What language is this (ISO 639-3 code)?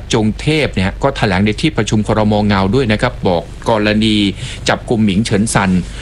tha